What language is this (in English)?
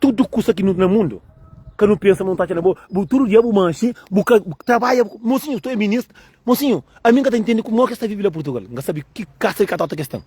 Kabuverdianu